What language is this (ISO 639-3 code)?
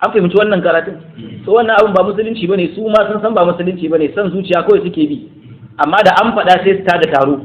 hau